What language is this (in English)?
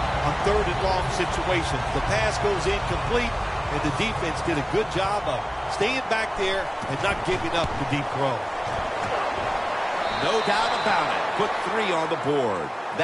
English